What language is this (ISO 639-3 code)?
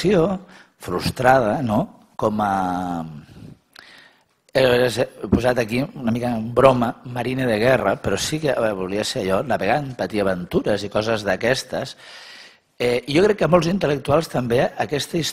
cat